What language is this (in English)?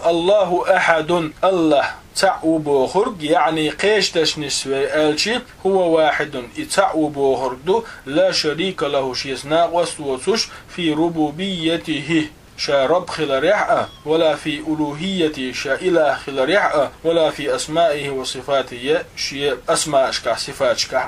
Chechen